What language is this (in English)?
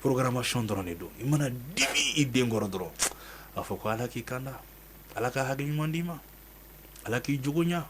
Bambara